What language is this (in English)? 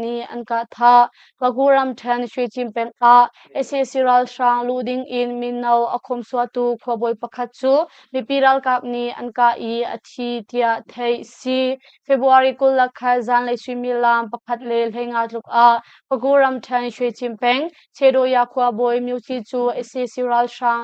Hakha Chin